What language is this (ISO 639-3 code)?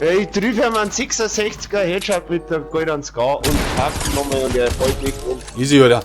bar